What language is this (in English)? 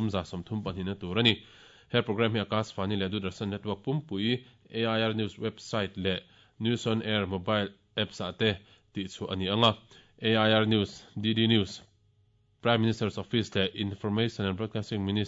Mizo